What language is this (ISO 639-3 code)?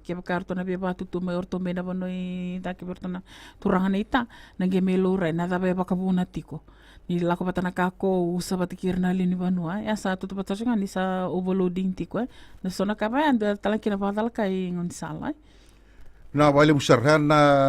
fij